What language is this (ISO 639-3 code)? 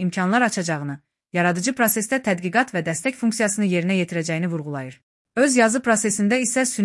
aze